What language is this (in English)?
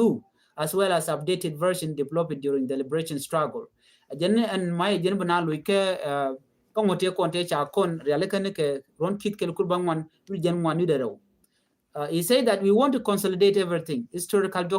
Nuer